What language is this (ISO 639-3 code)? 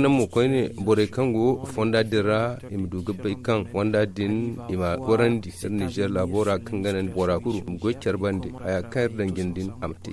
dje